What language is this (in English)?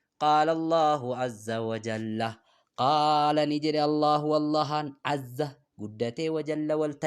Oromo